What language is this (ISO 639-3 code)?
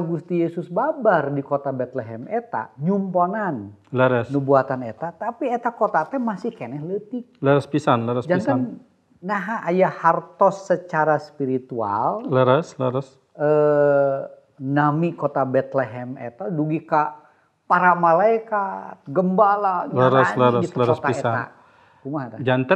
sun